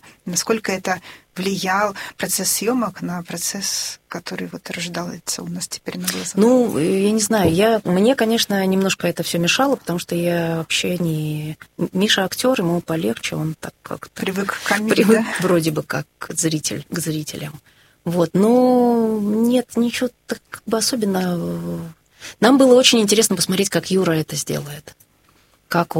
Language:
Russian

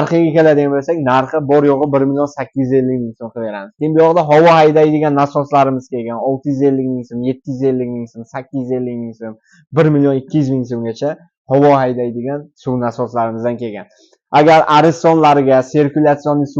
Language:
Uzbek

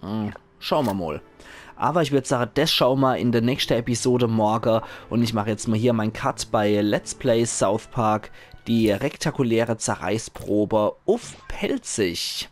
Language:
Palatine German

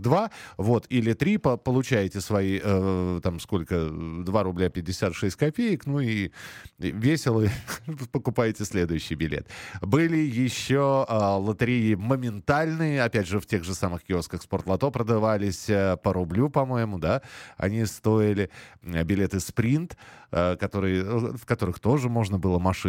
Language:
Russian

